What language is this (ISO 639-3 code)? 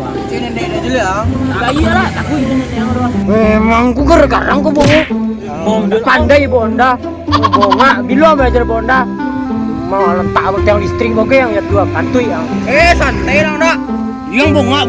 min